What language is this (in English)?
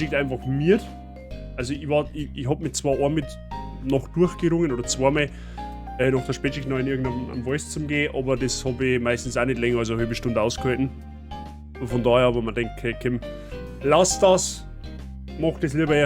Bavarian